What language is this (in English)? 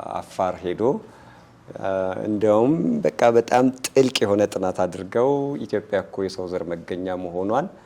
Amharic